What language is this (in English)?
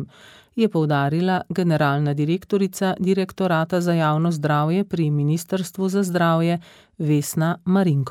Slovenian